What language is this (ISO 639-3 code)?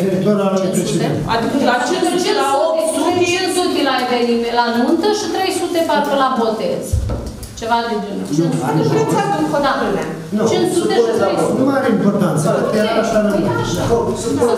ron